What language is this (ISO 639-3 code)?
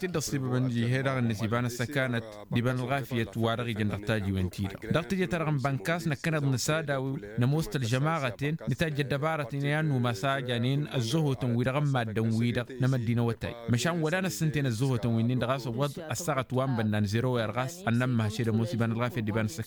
taq